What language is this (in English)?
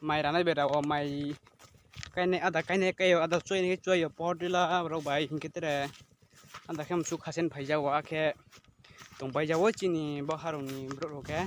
Riang (India)